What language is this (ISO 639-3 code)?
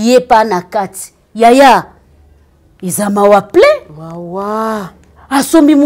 lin